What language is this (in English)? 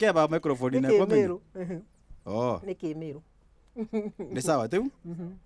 Meru